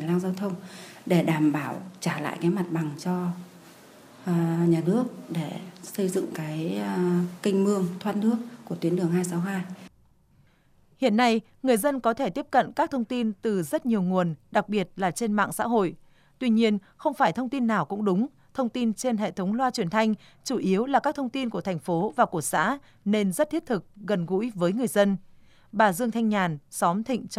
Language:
Vietnamese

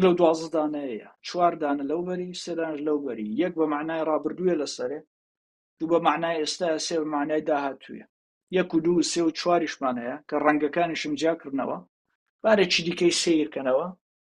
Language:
Central Kurdish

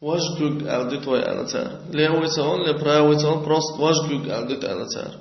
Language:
Chechen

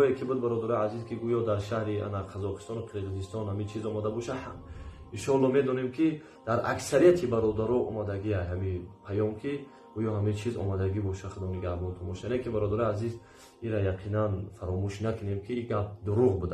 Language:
Tajik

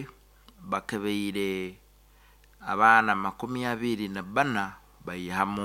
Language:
Nyankole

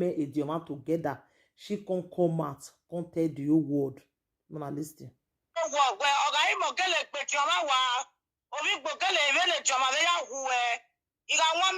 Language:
Nigerian Pidgin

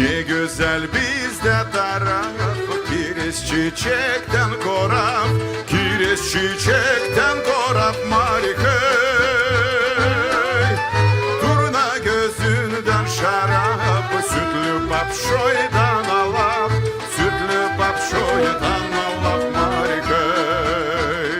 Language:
Gagauz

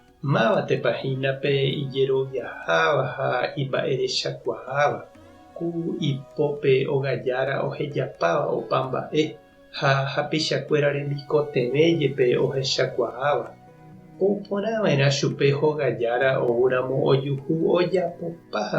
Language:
Guarani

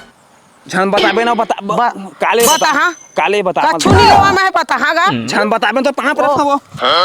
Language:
Chhattisgarhi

